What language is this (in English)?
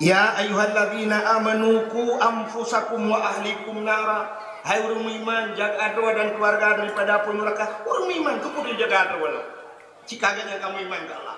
Achinese